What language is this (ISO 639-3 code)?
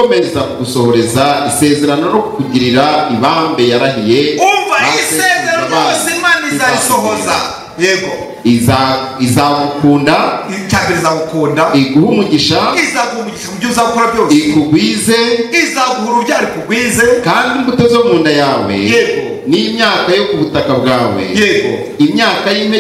kin